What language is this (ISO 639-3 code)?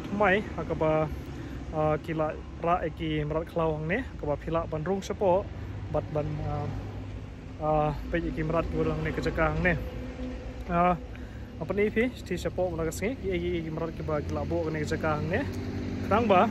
kha